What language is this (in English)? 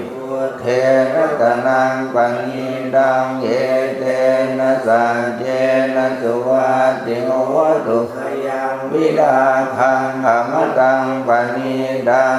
Pali